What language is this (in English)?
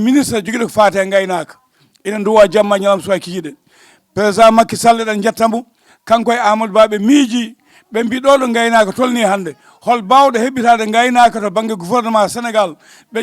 Fula